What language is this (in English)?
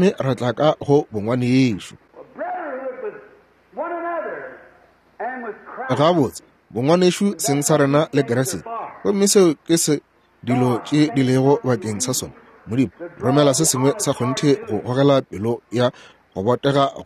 Northern Sotho